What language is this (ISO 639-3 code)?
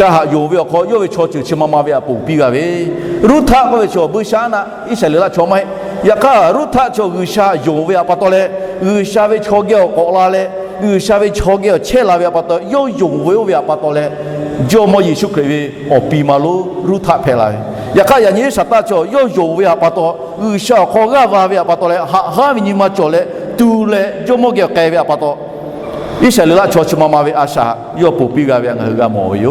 lhu